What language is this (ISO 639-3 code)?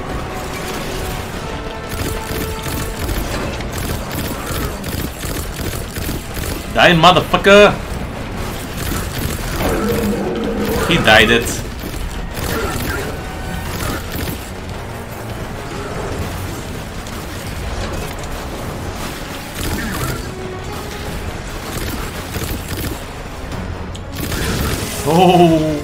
bul